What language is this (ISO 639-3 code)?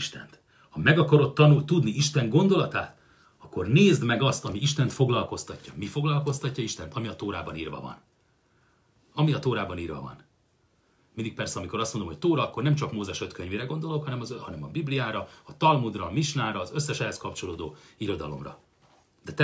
hun